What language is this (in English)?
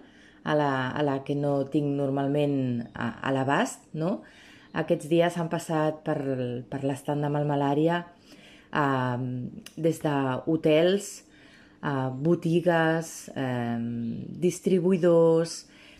Catalan